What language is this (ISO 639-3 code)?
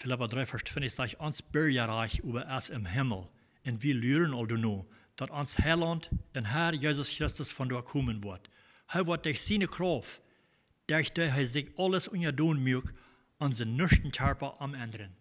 pdt